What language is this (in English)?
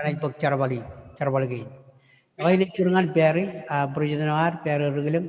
Marshallese